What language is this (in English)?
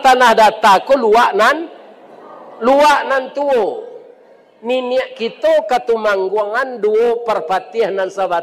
Minangkabau